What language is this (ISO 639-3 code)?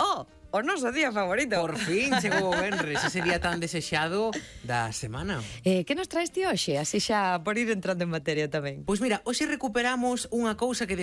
glg